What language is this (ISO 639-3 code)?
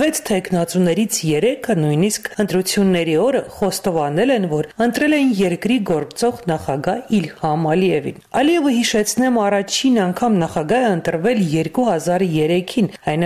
hye